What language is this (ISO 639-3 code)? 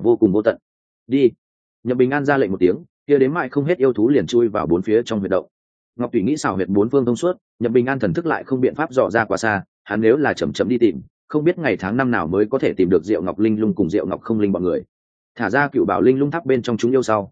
vie